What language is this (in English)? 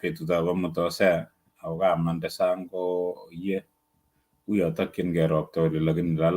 Kalenjin